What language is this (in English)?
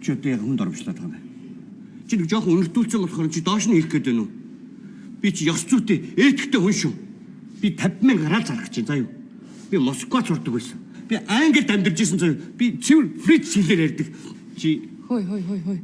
Mongolian